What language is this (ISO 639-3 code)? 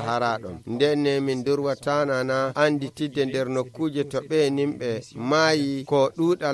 fuv